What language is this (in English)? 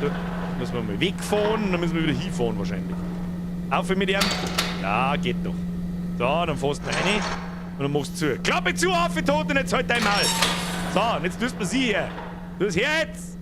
Bavarian